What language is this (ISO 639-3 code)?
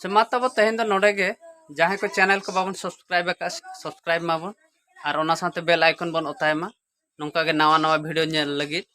sat